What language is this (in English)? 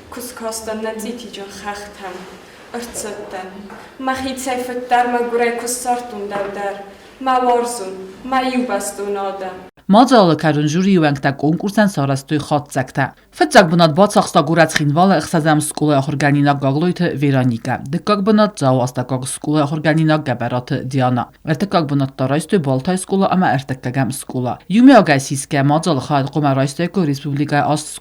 Ossetic